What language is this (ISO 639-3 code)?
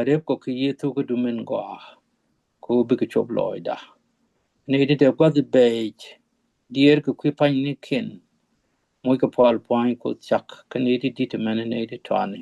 nus